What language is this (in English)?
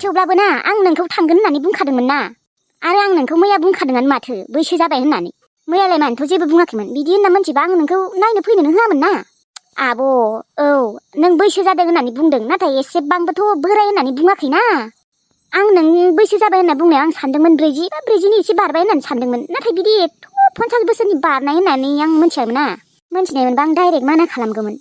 Bodo